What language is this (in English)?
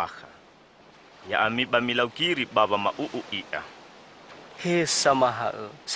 Nias